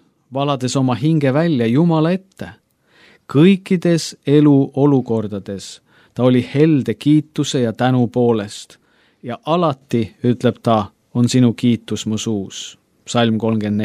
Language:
Estonian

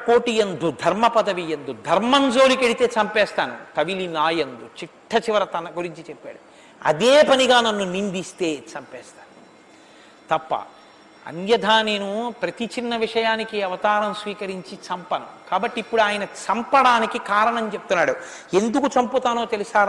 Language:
Telugu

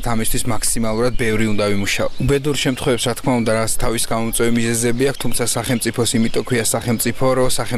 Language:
Georgian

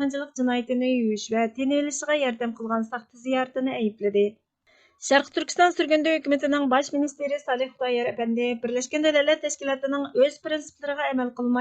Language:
Uyghur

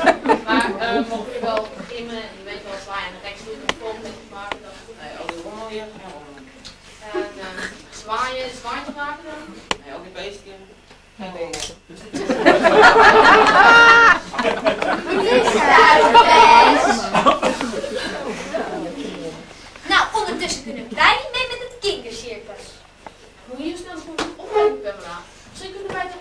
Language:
Dutch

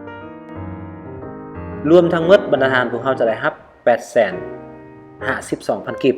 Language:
Lao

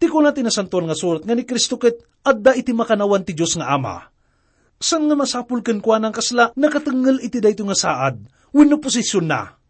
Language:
Iloko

